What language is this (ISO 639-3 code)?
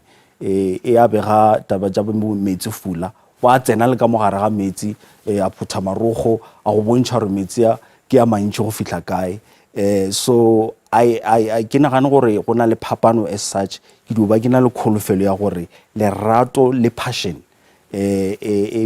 nso